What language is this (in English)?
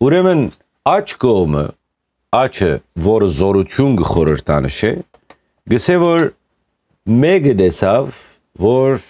Western Armenian